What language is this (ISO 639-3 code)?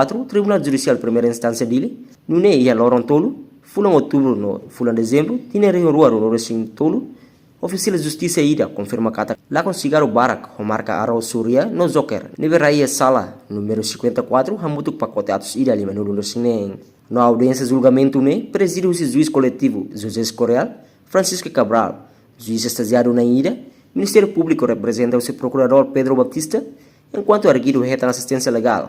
tet